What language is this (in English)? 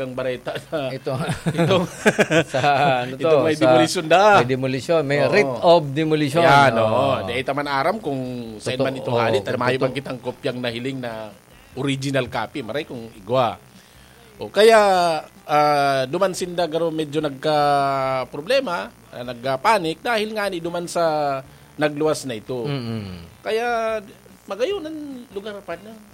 Bikol